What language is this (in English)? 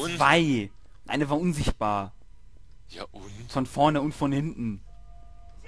German